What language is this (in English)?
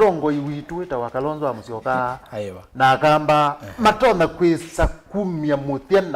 Kamba